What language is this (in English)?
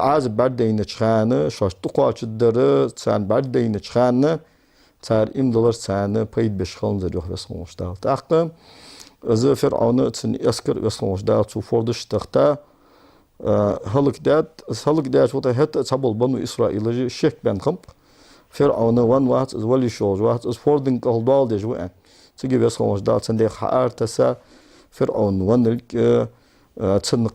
Ingush